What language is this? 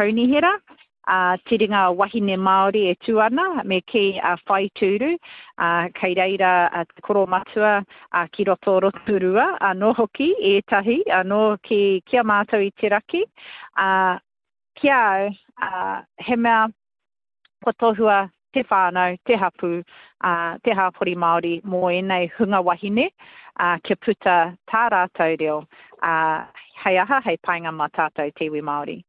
Māori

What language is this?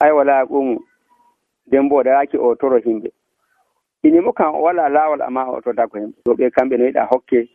Nigerian Fulfulde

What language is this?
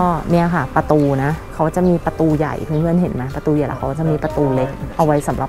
Thai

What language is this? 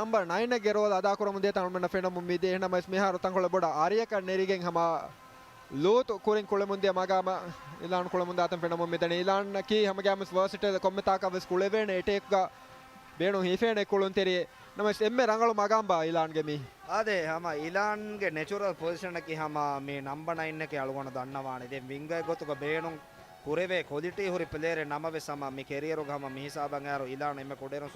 Divehi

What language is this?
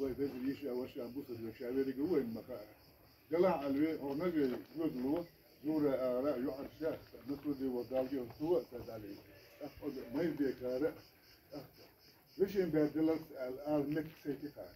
Chechen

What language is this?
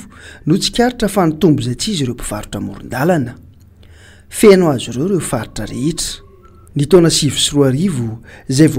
Malagasy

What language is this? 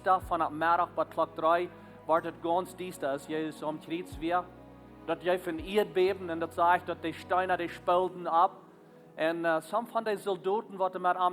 Plautdietsch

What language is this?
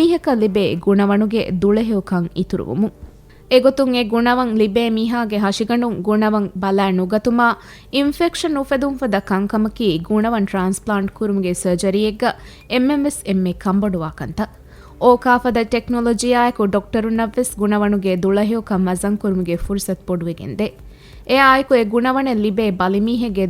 Divehi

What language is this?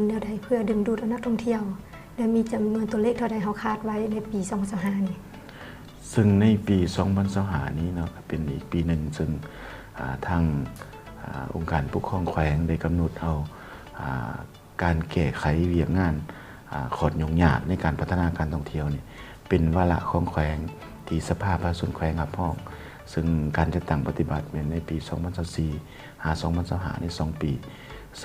Lao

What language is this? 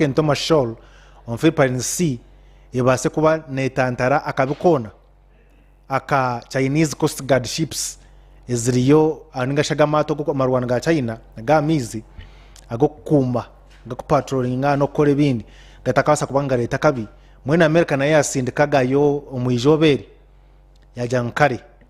Nyankole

